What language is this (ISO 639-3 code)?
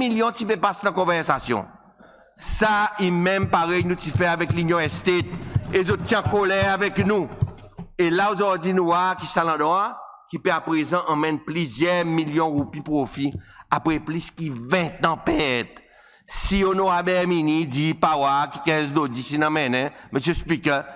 crs